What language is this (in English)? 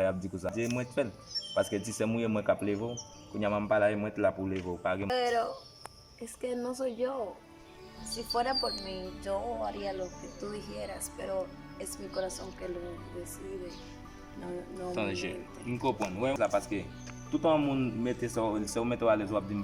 Haitian Creole